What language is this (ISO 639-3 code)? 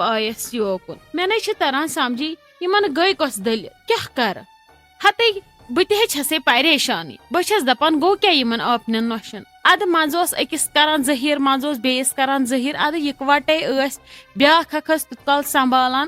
kas